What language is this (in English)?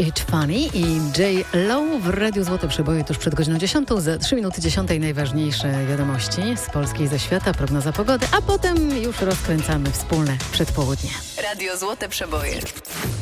Polish